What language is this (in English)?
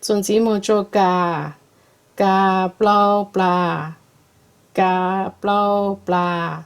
Hmong